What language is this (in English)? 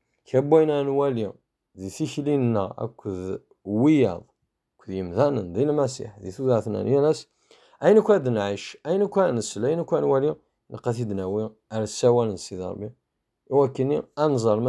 Kabyle